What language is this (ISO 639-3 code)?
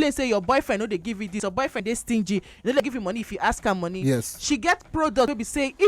pcm